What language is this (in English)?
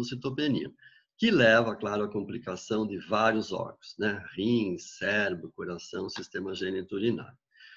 Portuguese